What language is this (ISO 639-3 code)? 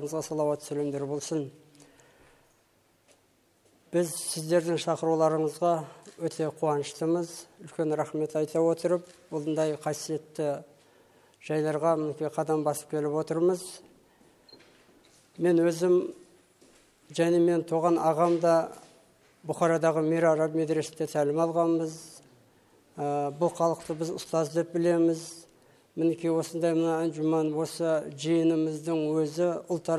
kaz